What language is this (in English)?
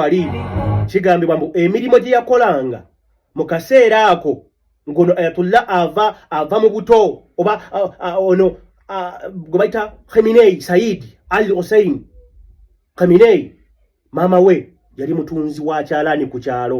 Ganda